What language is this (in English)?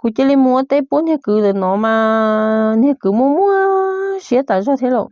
Hmong